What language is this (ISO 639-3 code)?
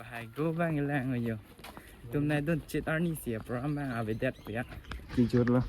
mjw